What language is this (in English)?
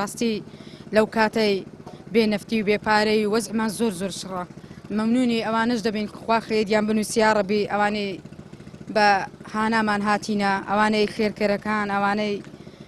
Central Kurdish